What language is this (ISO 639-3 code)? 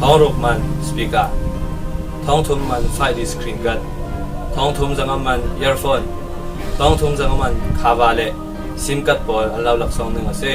cfm